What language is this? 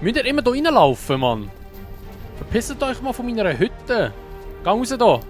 Swiss German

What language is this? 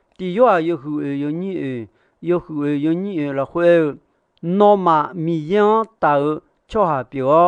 Akha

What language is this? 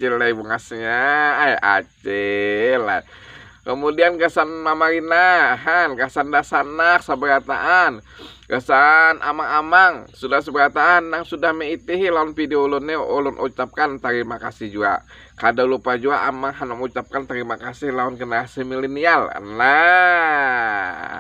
Banjar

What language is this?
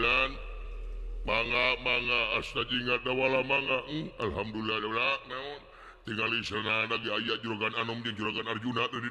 Sundanese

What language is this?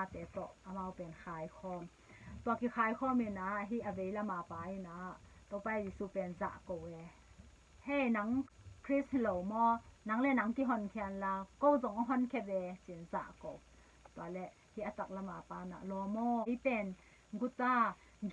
Tedim Chin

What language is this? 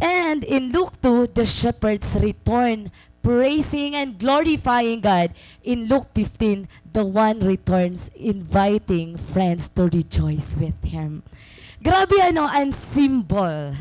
Waray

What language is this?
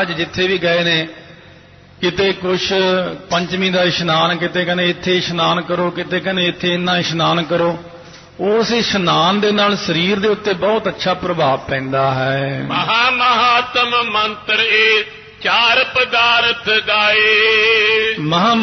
Punjabi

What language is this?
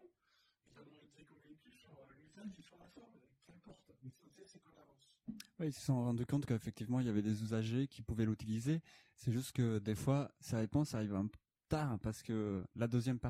French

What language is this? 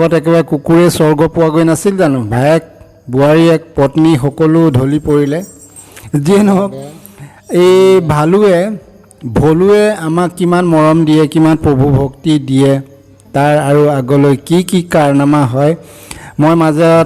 Assamese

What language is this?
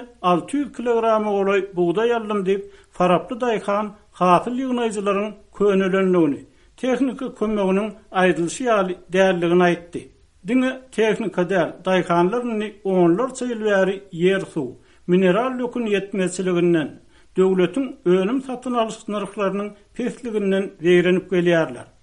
Turkmen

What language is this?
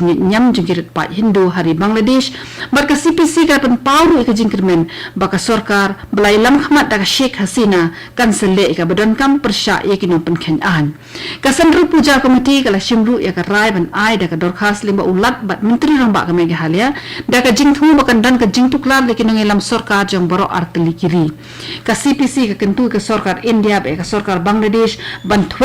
Khasi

